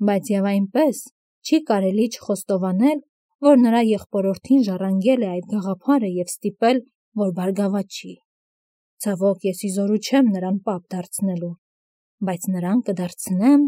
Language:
Armenian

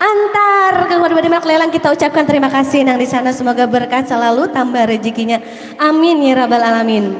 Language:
Banjar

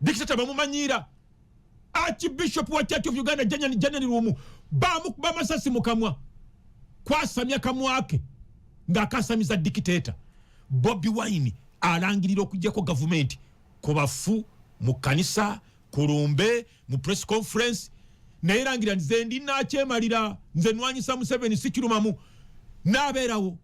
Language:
Ganda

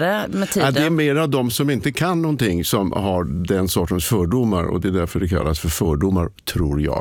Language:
Swedish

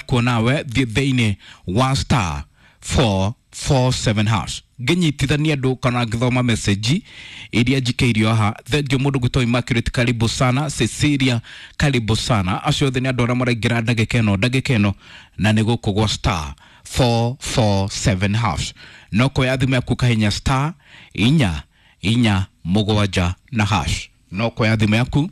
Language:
Kikuyu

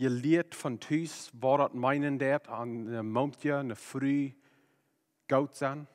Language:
Plautdietsch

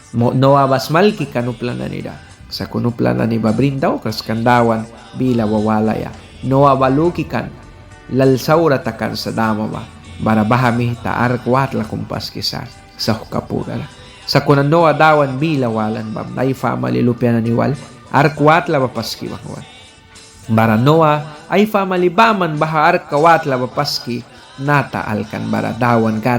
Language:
Mískito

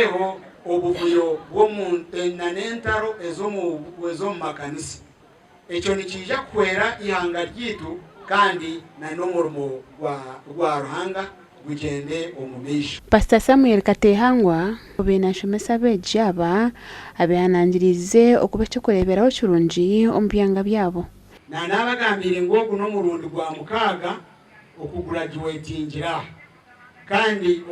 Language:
Nyankole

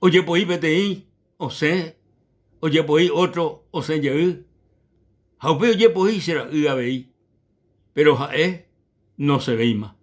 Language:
Guarani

